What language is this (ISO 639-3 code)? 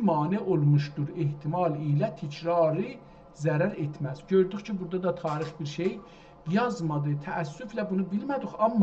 azb